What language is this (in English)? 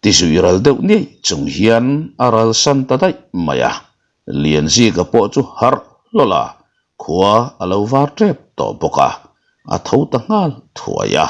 Mizo